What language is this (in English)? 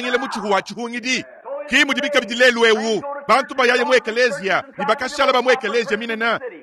Luba-Lulua